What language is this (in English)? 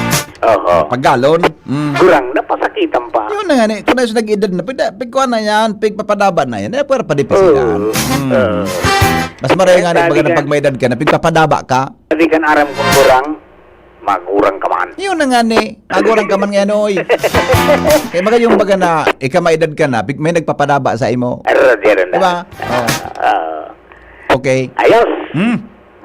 Bikol